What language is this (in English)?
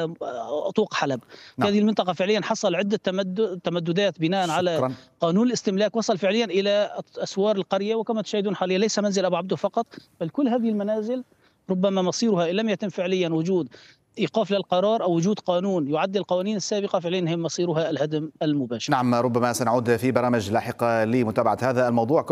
Arabic